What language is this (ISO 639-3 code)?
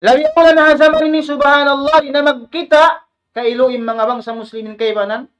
tsg